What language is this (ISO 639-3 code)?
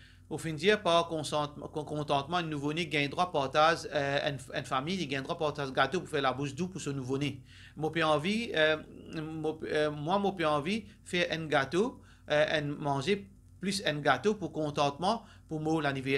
mfe